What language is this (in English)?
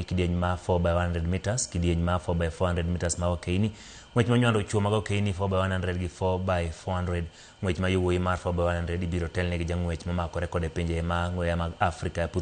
Luo (Kenya and Tanzania)